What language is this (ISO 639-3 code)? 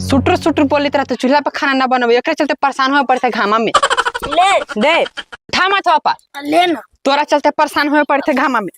mag